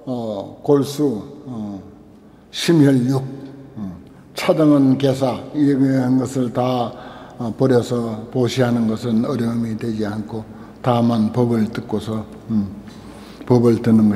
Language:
Korean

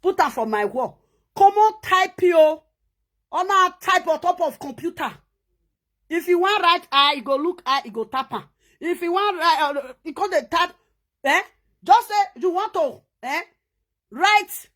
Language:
Nigerian Pidgin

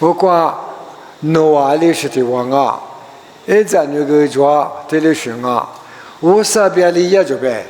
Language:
Lisu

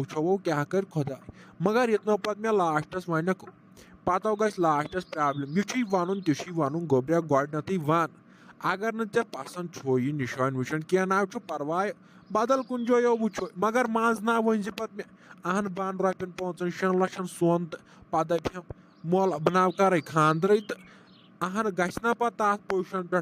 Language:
Kashmiri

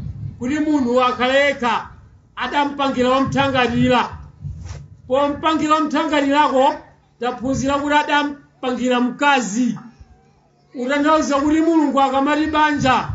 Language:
Nyanja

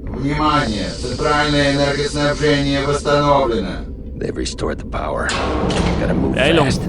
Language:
Bavarian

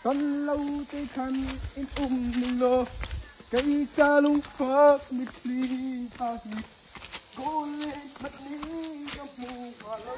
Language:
Hakha Chin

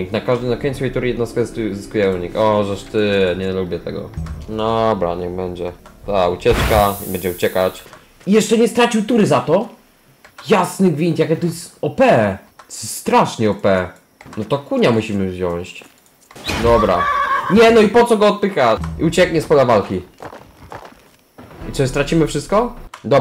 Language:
Polish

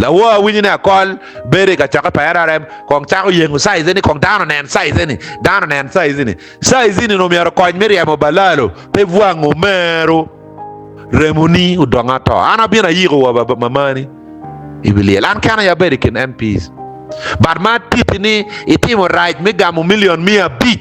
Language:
Acoli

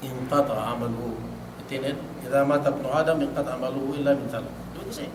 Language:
Yakan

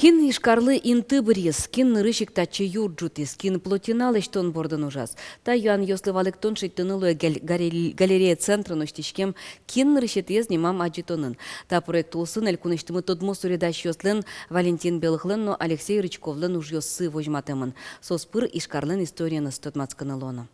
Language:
Udmurt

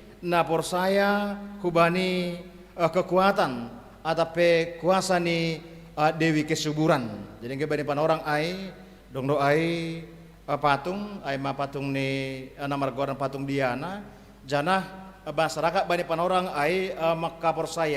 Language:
Batak Simalungun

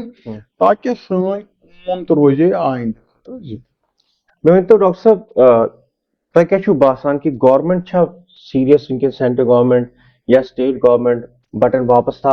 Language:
Kashmiri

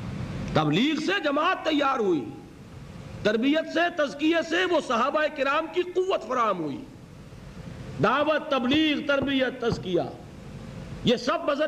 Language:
Urdu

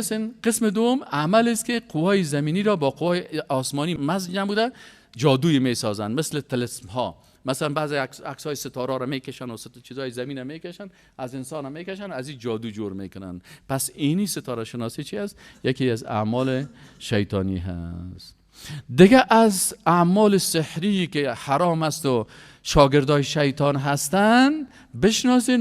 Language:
Persian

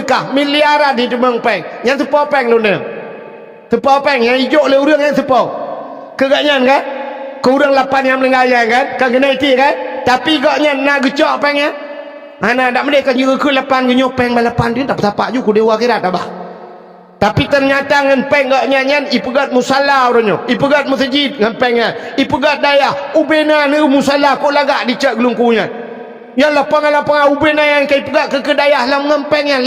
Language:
Achinese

